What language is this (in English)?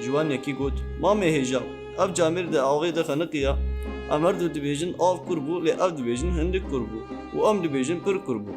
Kurdish